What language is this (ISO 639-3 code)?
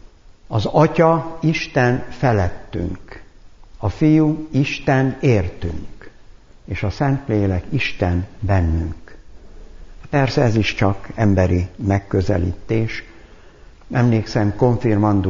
hun